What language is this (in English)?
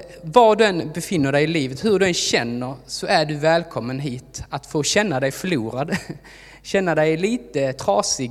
Swedish